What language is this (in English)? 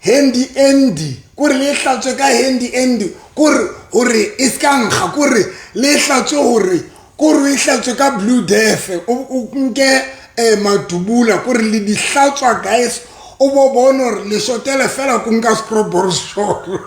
Southern Sotho